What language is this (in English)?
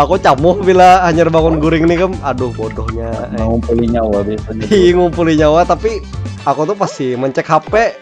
Banjar